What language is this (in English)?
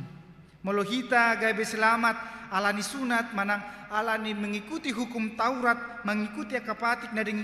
Batak Toba